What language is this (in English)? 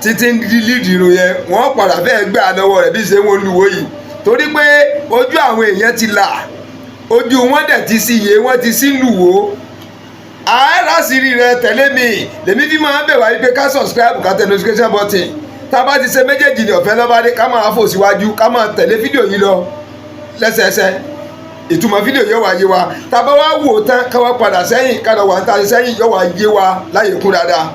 Yoruba